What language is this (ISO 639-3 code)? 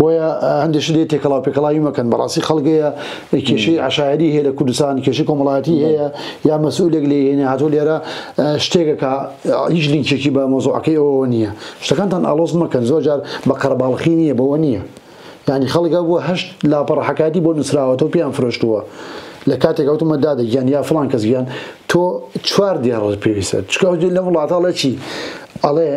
ckb